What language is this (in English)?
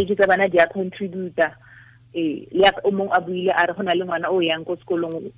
Tswana